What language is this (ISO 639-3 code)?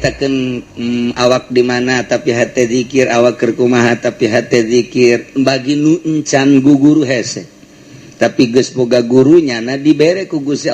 sun